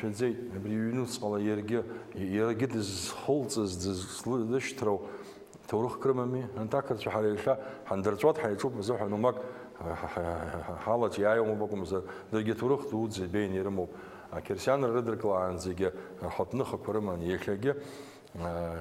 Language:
Abkhazian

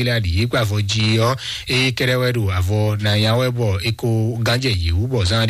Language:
Fon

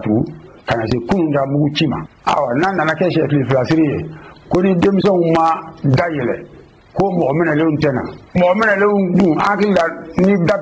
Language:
Bambara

